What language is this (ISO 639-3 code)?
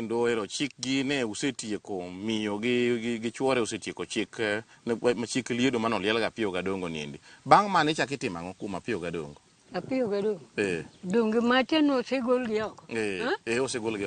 luo